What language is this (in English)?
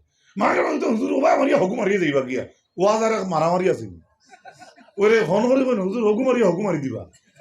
Sylheti